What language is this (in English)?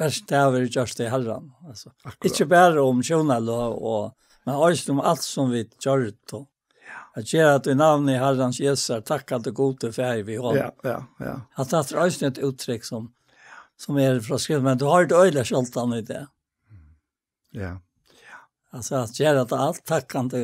Faroese